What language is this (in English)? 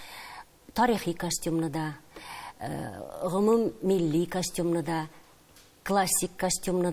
Tatar